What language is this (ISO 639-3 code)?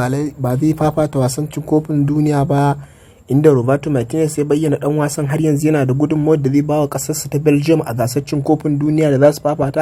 hau